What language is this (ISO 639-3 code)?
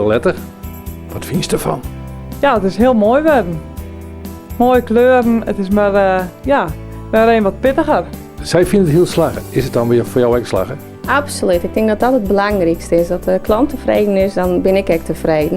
fry